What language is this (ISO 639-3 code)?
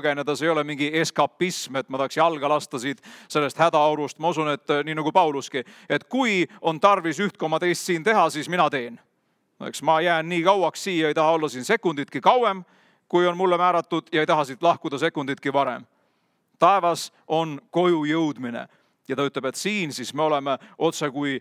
est